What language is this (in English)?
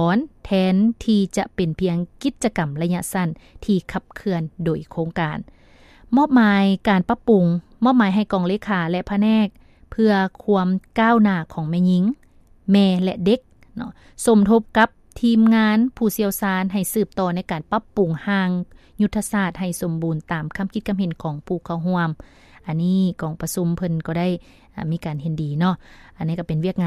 Lao